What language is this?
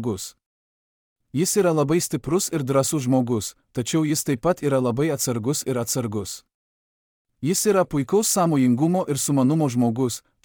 Lithuanian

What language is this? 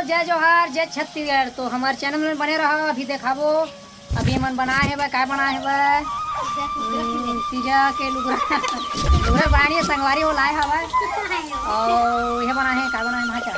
Chhattisgarhi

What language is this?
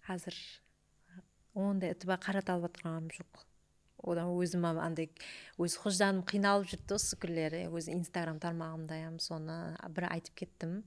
Kara-Kalpak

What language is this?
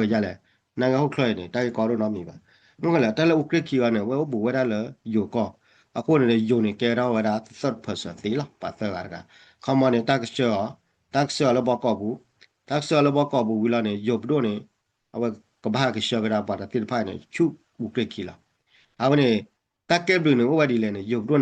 S'gaw Karen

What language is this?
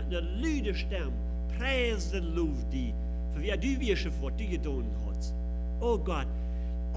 Plautdietsch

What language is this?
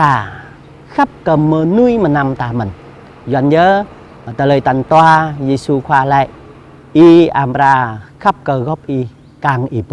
Jarai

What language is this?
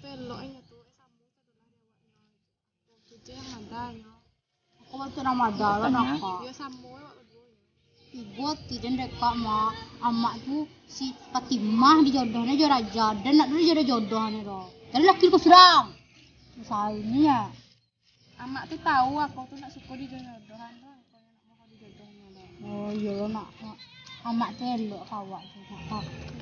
Minangkabau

